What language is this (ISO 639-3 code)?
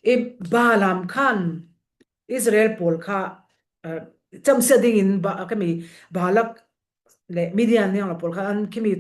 cfm